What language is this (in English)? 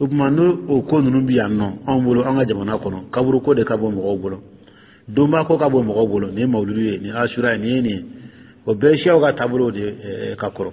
Dyula